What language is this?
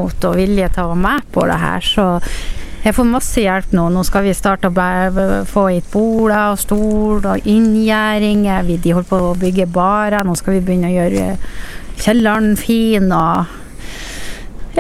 Norwegian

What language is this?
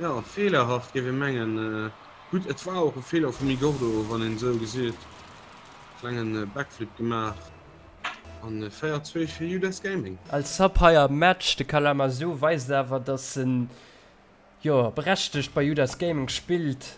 Luxembourgish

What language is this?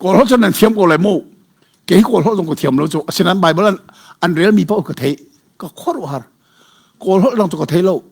Hakha Chin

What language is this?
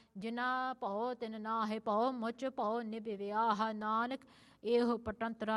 Punjabi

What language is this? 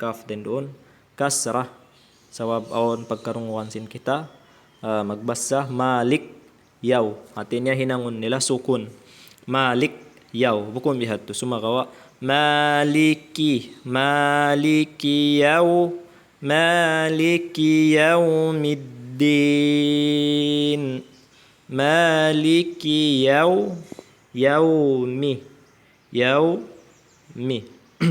Tausug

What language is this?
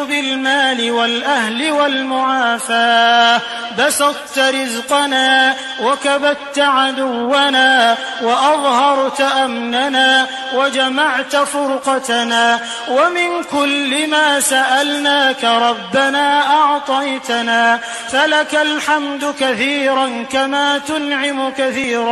Arabic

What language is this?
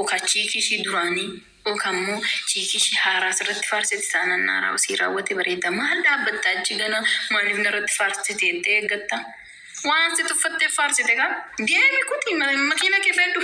Oromo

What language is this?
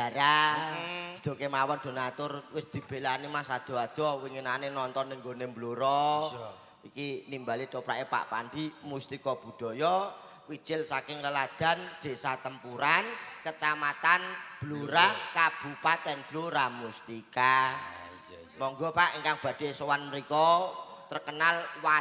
Javanese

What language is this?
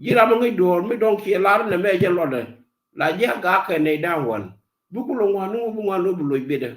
Nuer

